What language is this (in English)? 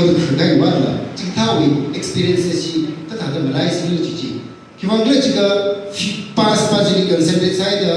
Tangkhul Naga (India)